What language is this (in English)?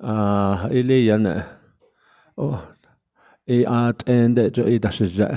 Navajo